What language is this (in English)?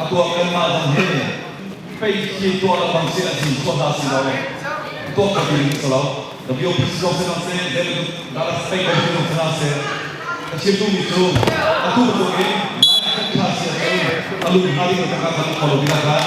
Hakha Chin